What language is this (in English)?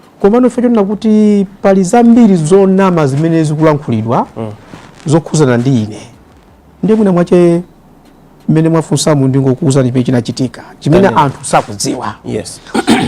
Nyanja